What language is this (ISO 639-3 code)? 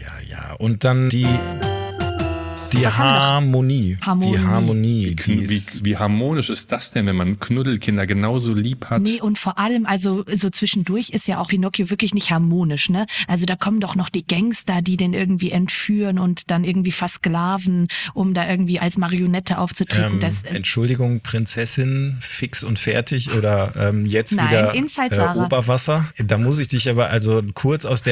deu